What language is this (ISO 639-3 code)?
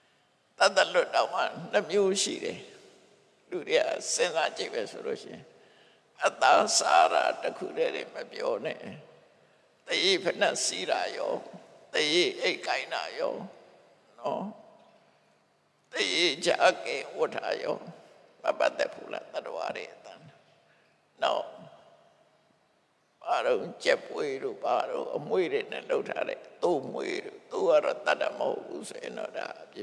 mya